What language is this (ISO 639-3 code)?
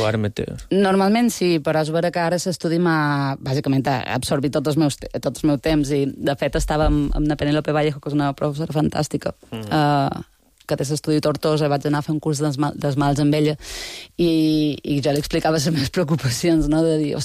cat